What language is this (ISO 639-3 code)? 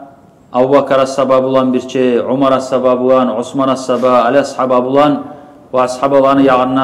kum